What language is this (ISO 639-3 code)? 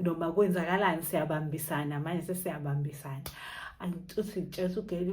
zul